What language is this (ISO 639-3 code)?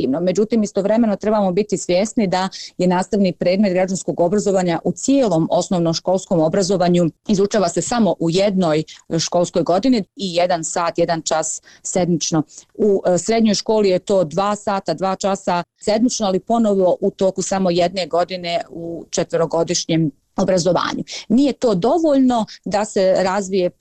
bos